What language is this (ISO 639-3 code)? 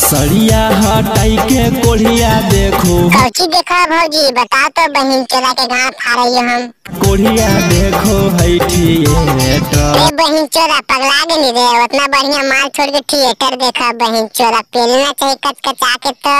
mag